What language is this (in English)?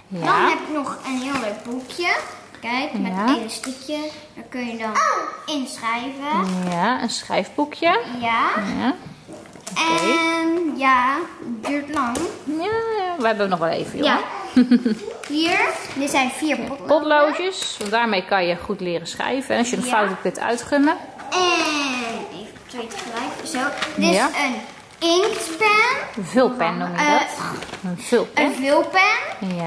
Dutch